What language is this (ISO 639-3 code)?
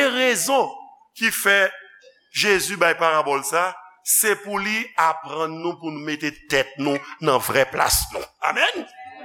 hat